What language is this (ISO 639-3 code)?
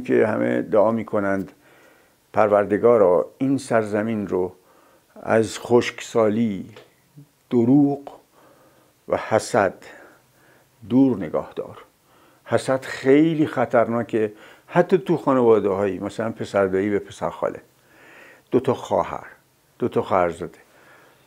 fas